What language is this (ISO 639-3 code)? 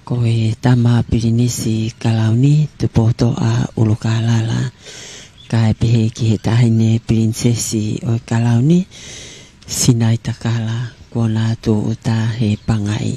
ton